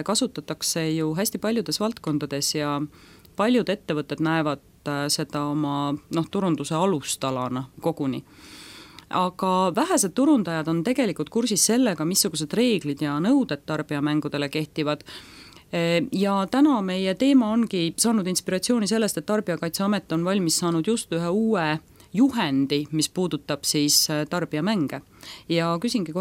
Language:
Estonian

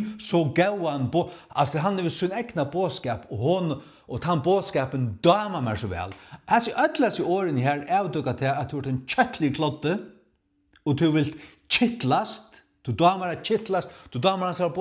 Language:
Faroese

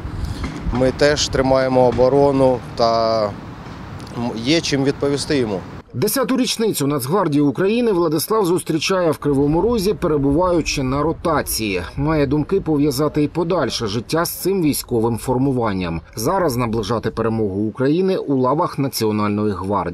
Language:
Ukrainian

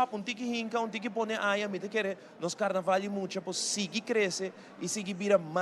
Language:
Papiamento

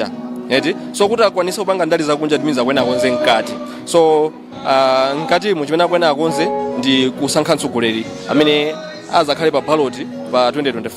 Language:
Nyanja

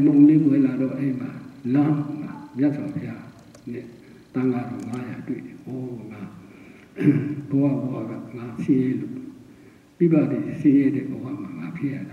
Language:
Burmese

